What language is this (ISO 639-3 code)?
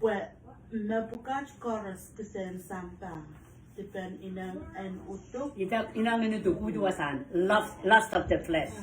pon